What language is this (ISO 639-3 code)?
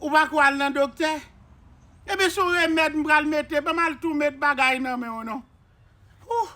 hat